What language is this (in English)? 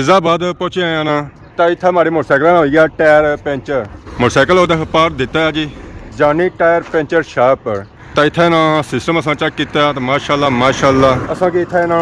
Pahari-Potwari